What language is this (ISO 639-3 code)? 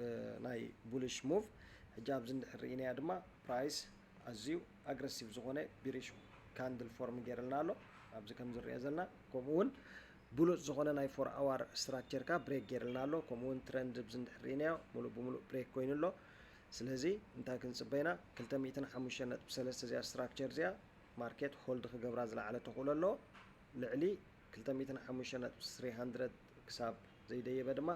tir